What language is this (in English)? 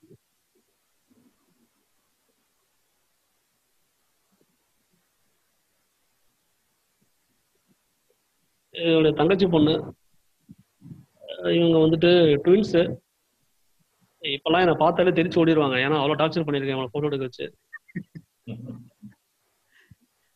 Tamil